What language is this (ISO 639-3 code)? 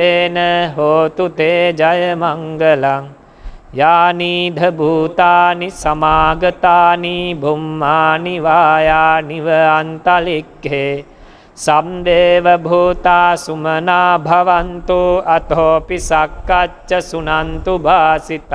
pli